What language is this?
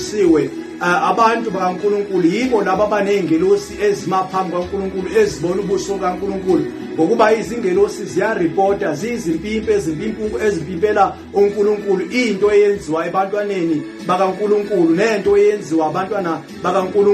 Zulu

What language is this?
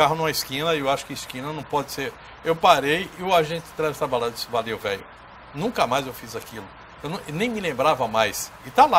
Portuguese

